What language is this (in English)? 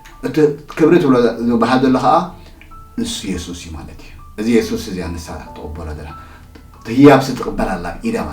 Tigrinya